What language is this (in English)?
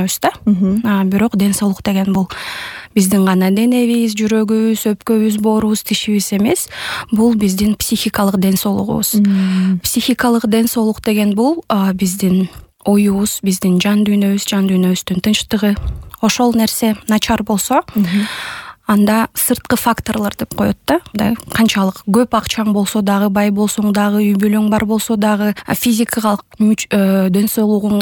Kyrgyz